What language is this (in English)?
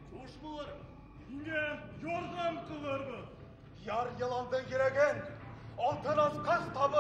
Bashkir